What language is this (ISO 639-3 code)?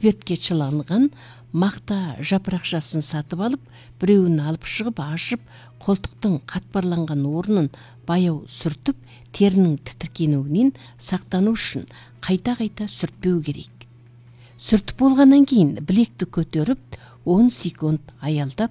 kaz